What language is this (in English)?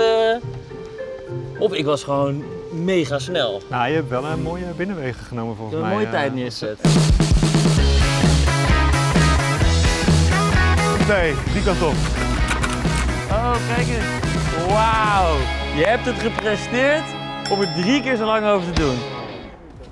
Dutch